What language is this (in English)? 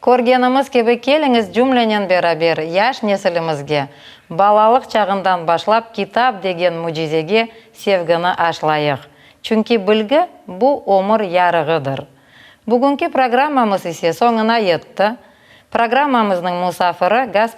Crimean Tatar